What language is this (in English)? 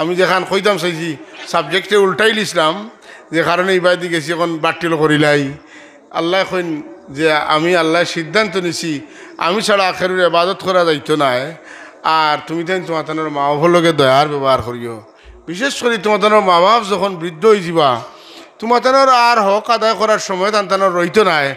Sylheti